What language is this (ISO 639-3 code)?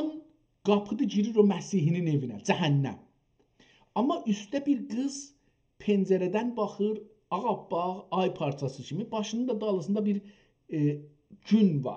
azb